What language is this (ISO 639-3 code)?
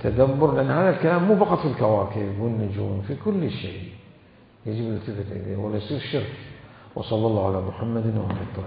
acm